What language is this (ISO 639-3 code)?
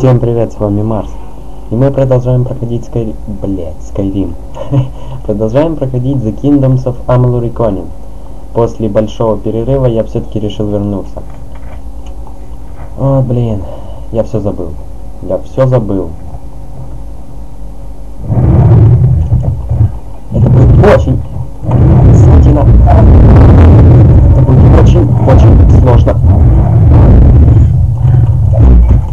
rus